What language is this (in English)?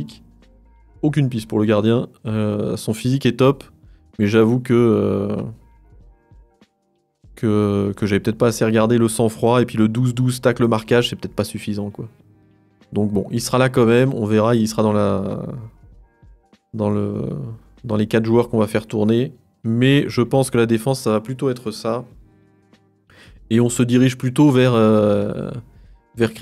French